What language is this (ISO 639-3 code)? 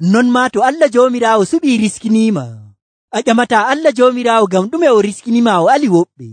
fuv